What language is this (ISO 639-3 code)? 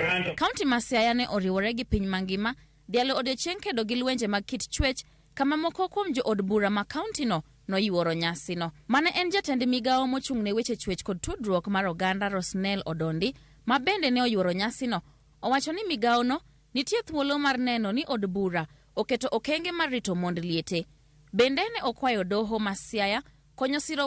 luo